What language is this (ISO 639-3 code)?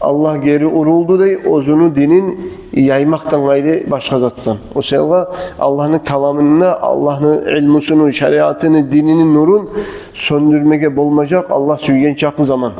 kum